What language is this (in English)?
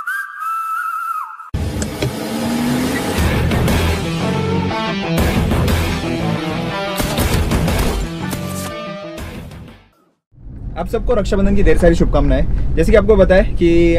Hindi